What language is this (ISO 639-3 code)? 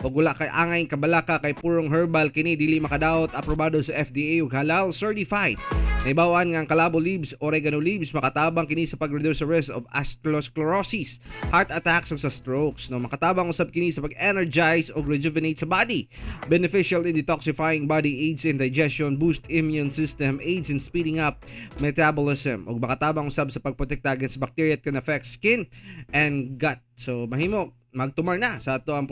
ceb